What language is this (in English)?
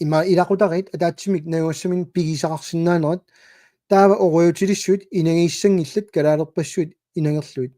Kalaallisut